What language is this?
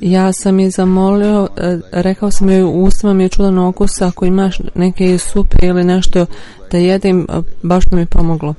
Bosnian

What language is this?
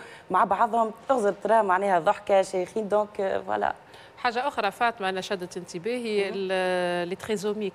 Tunisian Arabic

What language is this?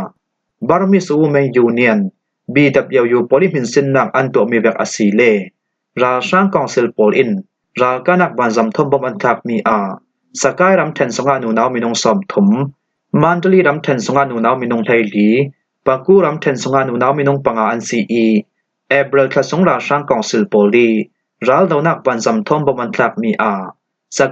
Falam Chin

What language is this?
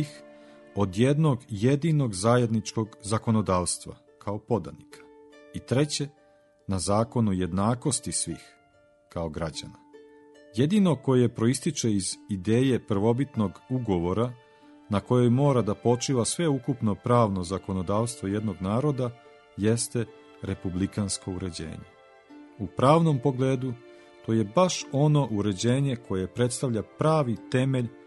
Serbian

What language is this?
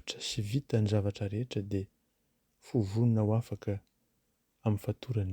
Malagasy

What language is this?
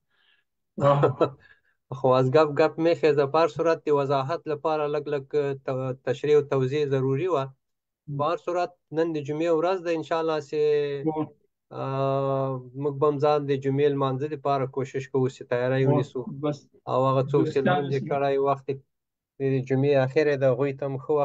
Pashto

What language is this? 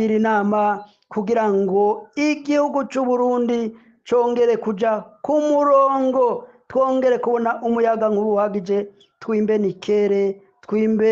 Rundi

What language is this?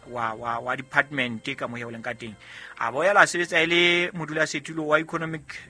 Southern Sotho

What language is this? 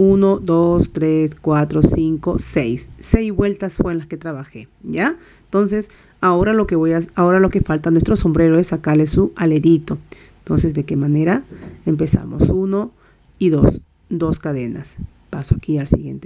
Spanish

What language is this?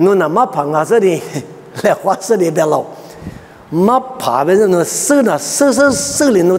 Lisu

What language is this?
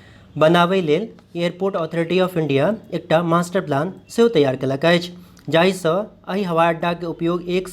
Maithili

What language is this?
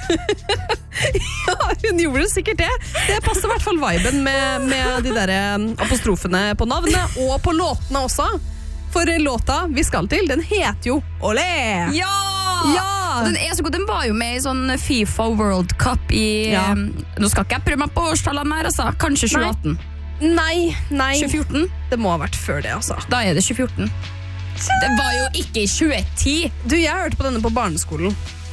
Norwegian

